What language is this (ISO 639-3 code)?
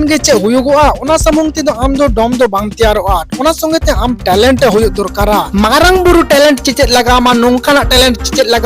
sat